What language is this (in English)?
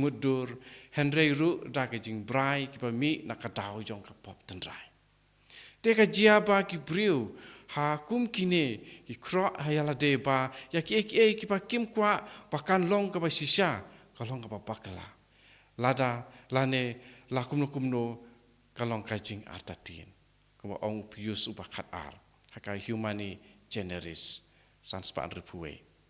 Khasi